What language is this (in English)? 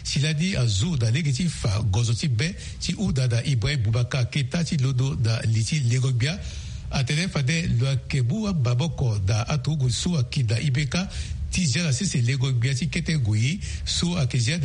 Sango